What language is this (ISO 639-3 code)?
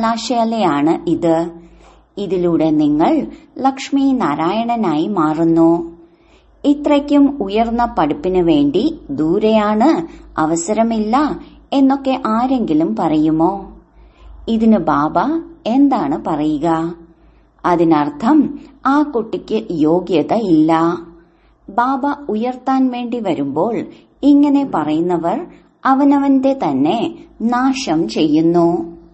mal